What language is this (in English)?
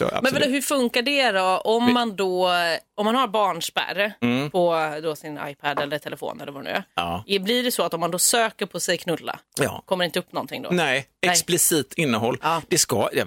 Swedish